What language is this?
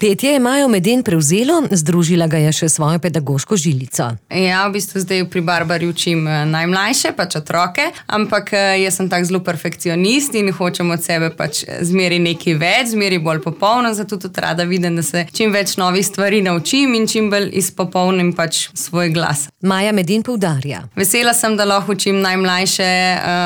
Slovenian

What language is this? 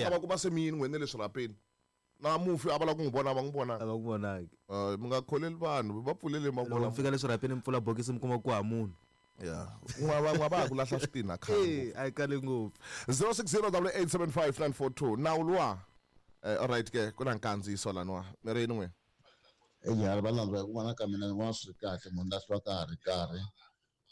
Tsonga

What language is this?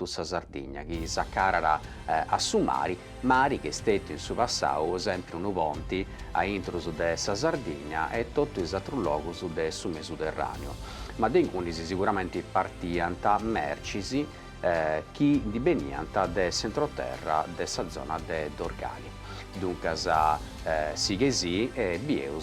Sardinian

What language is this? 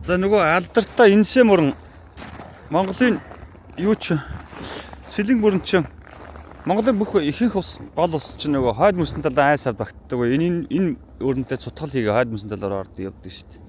Mongolian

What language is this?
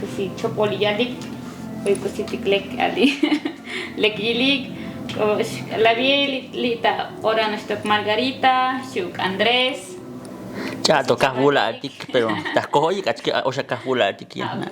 Tzotzil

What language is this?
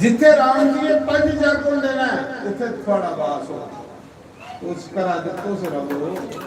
Dogri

